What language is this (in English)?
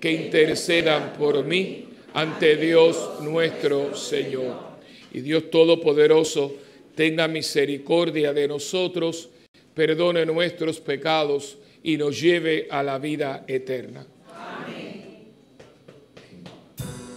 Spanish